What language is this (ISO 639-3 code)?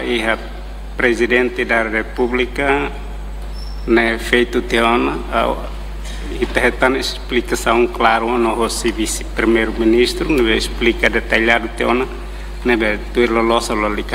tet